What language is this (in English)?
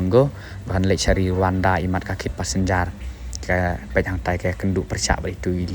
Khasi